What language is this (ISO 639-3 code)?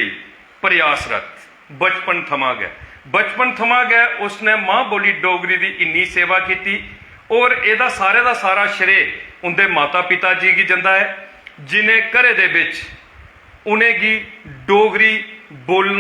doi